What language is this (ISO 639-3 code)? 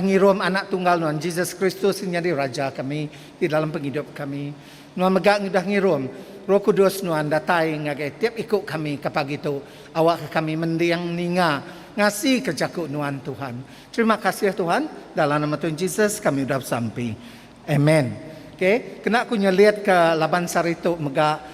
iba